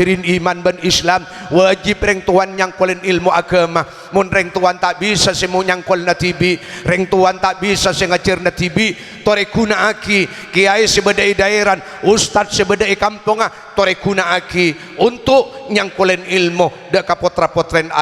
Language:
Madurese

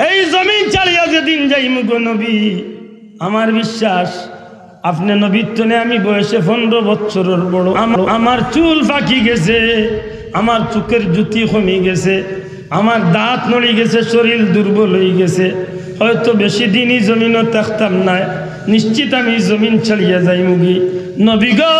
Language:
Sylheti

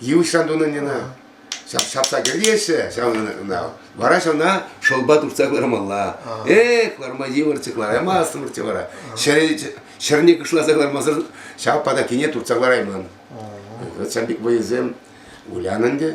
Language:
Chuvash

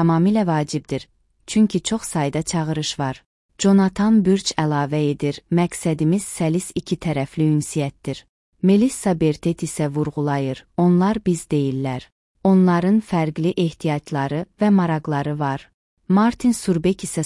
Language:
Azerbaijani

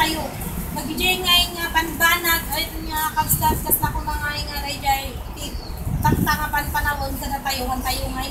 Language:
Iloko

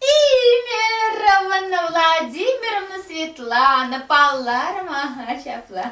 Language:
Chuvash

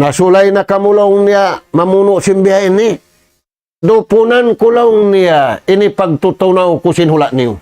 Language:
Tausug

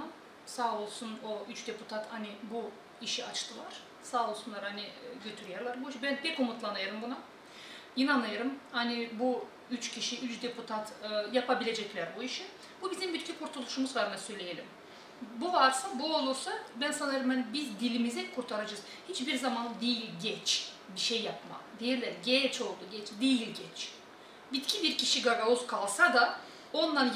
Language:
Gagauz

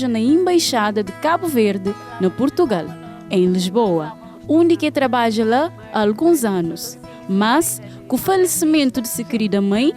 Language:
Kabuverdianu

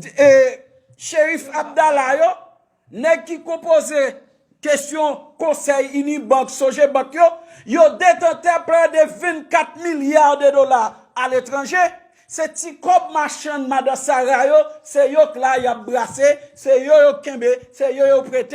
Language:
Haitian Creole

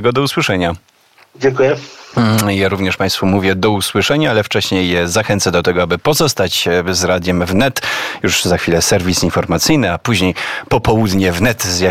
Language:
Polish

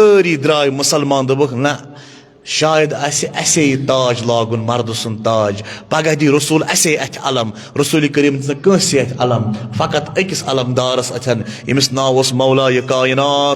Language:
Kashmiri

